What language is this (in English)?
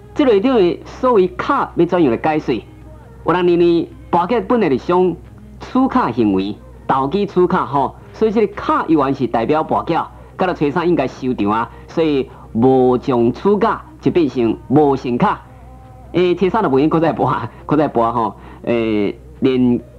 Min Nan Chinese